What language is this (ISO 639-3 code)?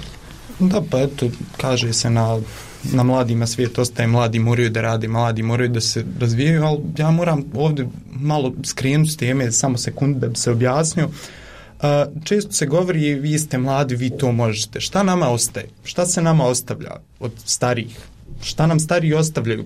bos